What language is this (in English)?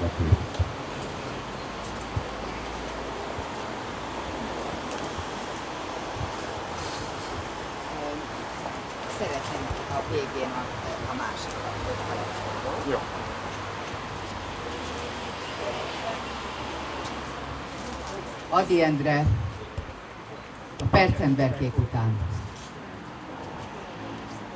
Hungarian